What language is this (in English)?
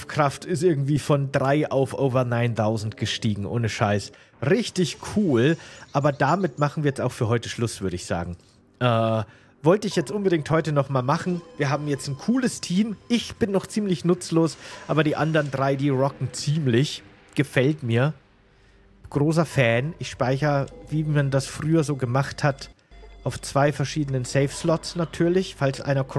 German